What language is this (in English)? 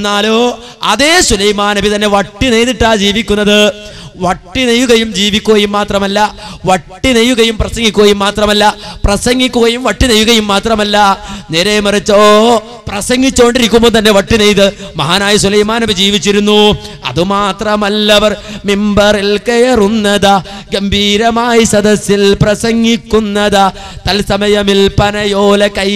Malayalam